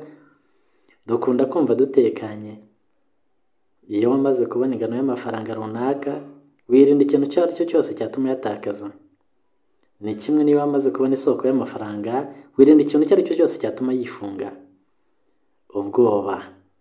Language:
Kinyarwanda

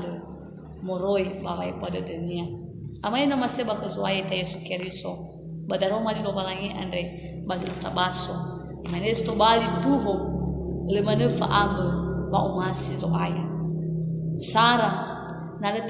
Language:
Nias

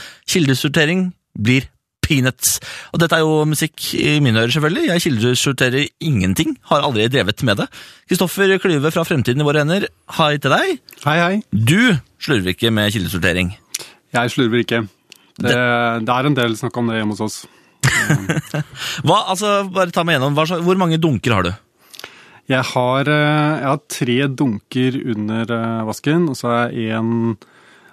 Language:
Norwegian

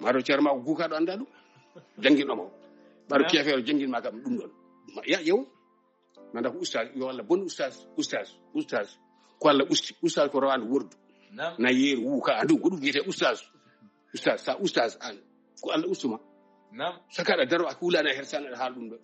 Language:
Fula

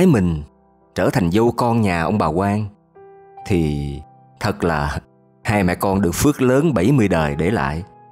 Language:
Vietnamese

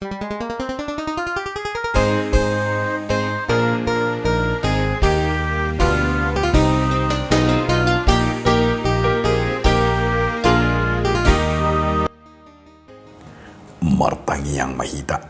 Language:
Batak Toba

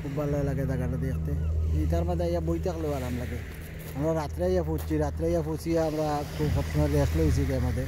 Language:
Sylheti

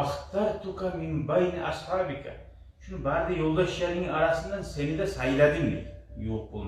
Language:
Kumyk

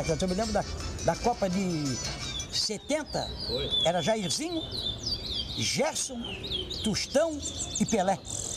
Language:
Portuguese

